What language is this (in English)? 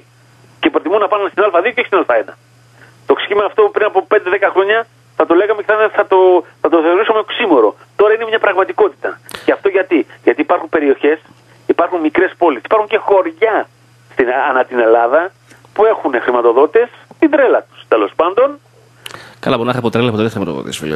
Greek